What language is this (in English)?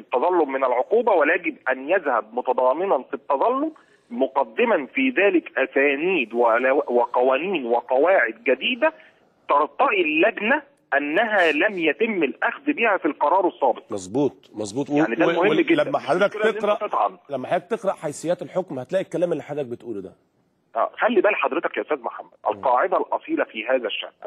Egyptian Arabic